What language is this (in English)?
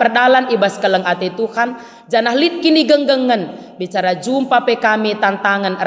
Batak Karo